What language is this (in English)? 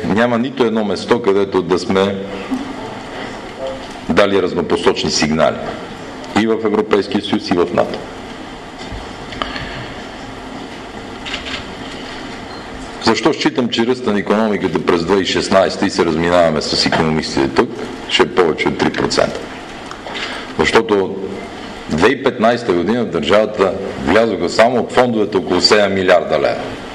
Bulgarian